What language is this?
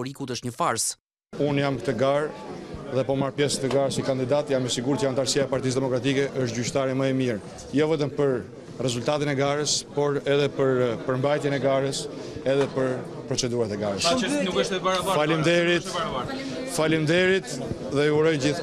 Albanian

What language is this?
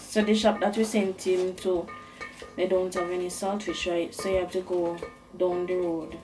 Jamaican Creole English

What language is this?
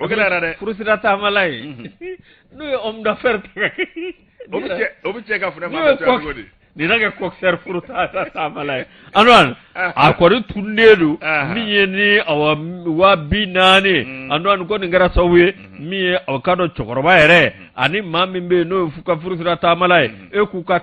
Bambara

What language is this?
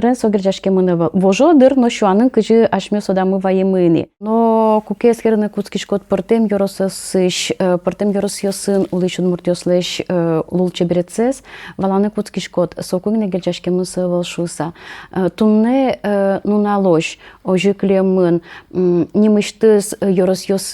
Udmurt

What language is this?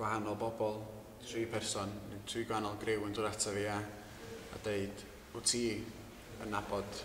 Welsh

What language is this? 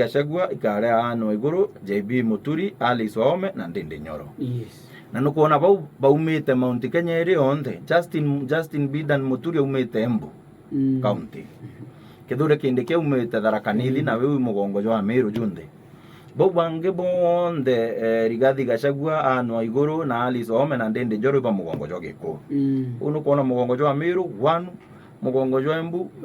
Meru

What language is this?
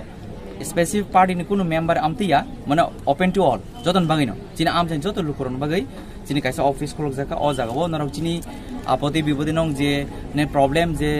Kok Borok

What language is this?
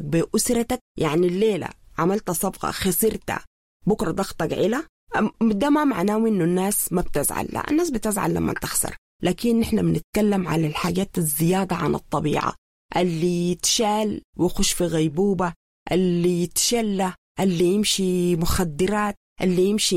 Sudanese Arabic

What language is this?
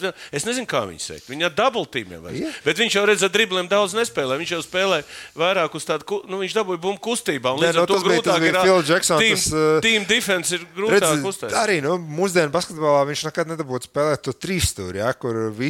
Latvian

